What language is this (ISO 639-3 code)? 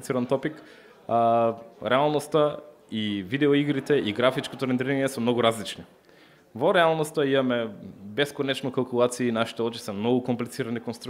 mkd